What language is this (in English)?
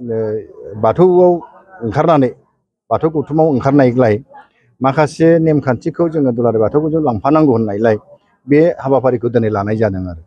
Bodo